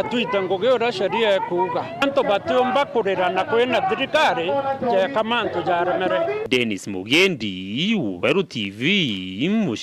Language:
Meru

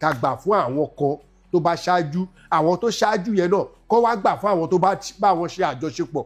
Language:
Yoruba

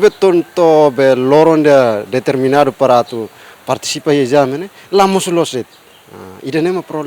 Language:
Tetum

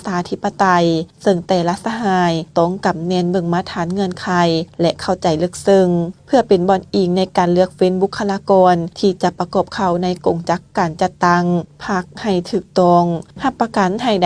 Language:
Lao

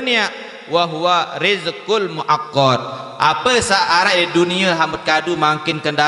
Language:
Sasak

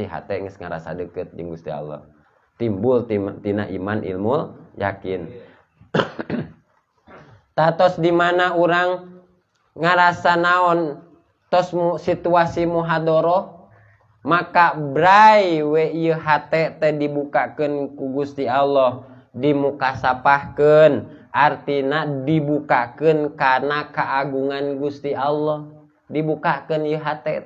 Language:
Sundanese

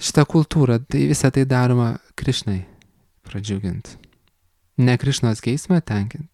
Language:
Lithuanian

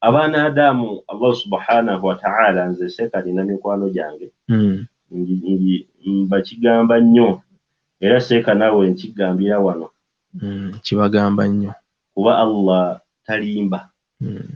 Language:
Ganda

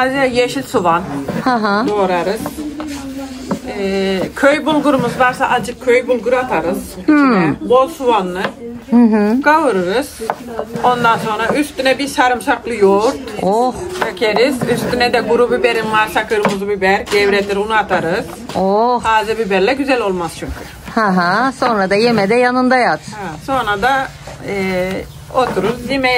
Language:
Turkish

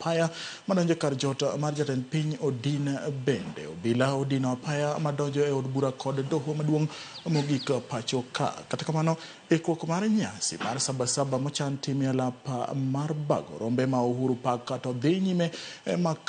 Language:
Luo (Kenya and Tanzania)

